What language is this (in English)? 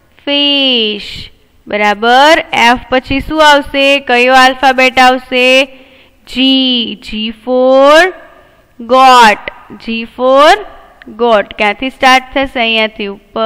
Gujarati